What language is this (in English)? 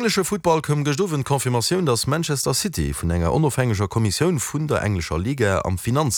Luxembourgish